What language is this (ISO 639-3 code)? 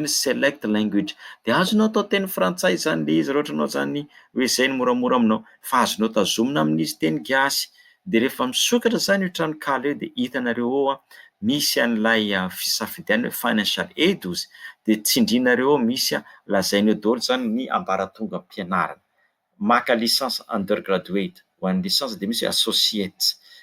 mlg